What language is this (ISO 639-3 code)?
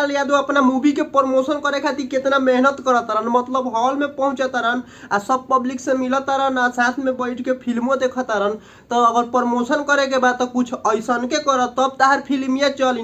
bho